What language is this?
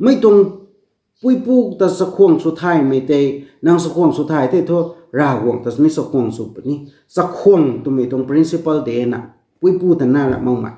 Rongmei Naga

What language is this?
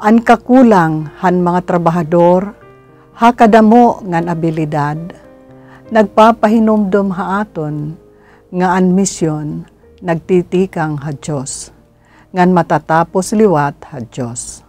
Waray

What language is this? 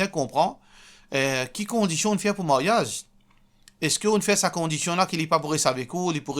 Morisyen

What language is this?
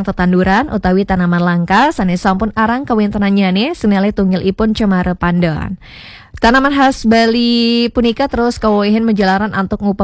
Balinese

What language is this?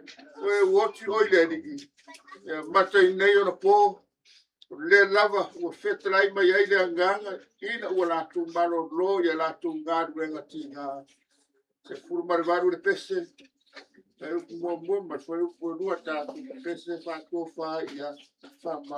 Samoan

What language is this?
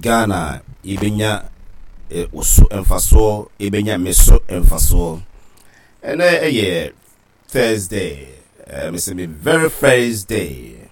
Akan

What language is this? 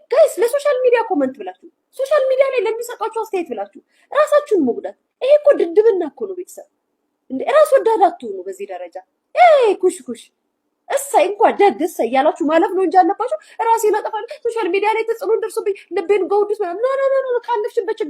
Amharic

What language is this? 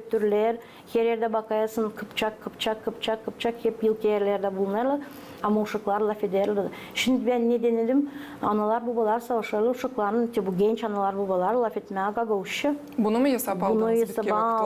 Gagauz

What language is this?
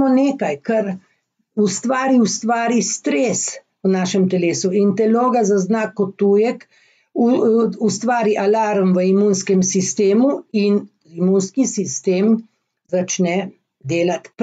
Slovenian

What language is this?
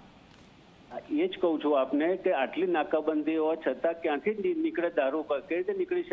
Gujarati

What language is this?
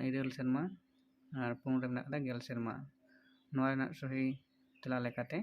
Santali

